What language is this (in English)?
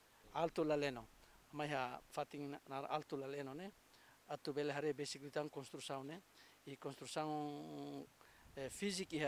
Tetum